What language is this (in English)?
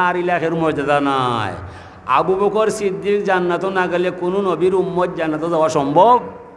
Sylheti